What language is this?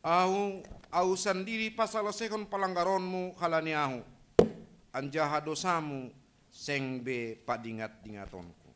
Batak Simalungun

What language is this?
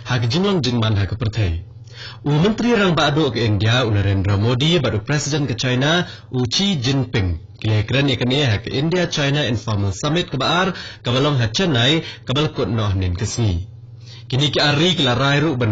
Khasi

